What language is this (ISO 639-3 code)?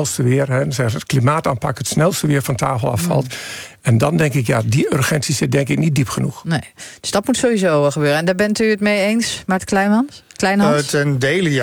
nld